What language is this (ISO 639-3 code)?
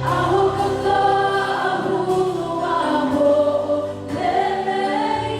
ton